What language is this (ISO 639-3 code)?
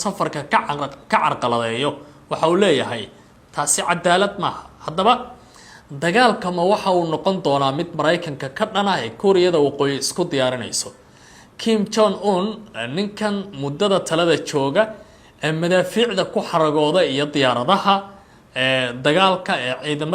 som